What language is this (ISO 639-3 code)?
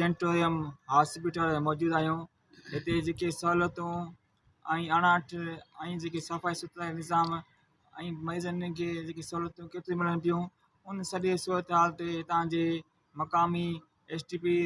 snd